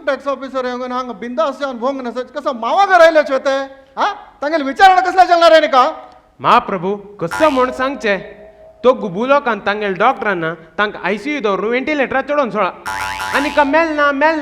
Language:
Konkani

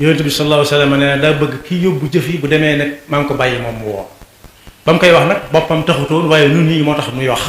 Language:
Wolof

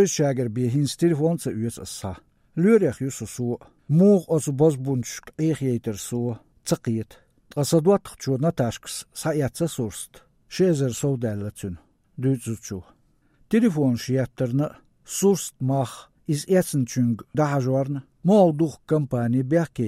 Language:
Chechen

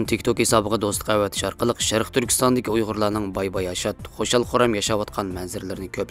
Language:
Uyghur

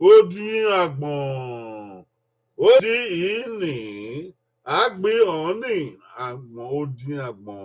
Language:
Bini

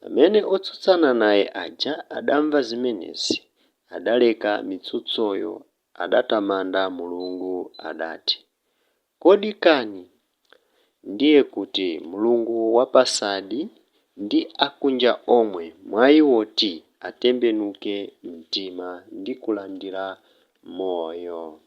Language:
Nyanja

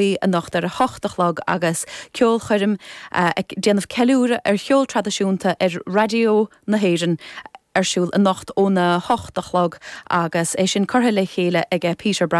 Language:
Irish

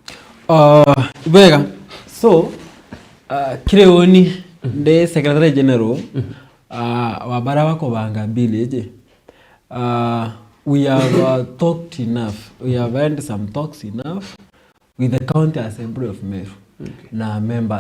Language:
Meru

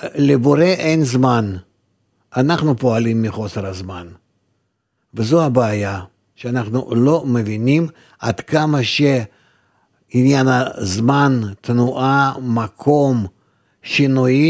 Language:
Hebrew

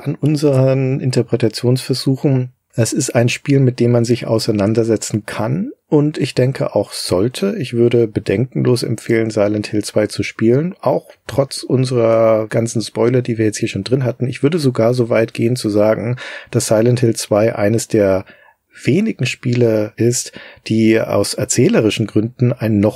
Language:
German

